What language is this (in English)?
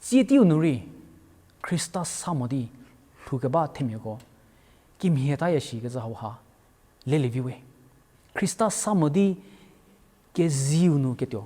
Angami Naga